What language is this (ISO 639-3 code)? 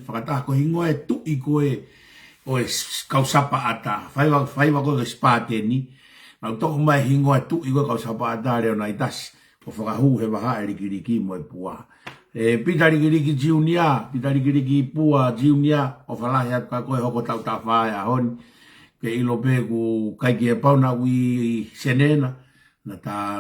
ton